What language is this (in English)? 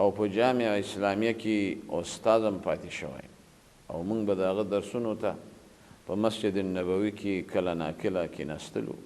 Pashto